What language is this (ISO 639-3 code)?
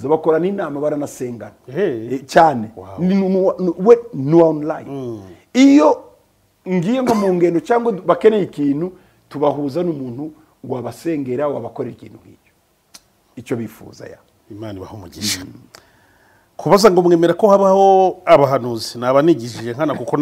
kin